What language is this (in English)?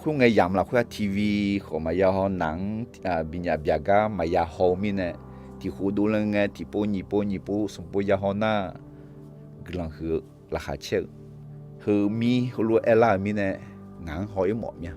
Akha